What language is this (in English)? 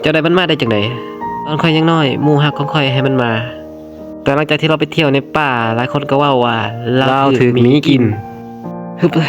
Lao